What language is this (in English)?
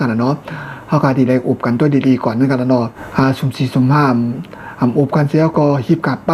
Shan